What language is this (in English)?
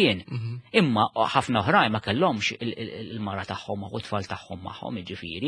Maltese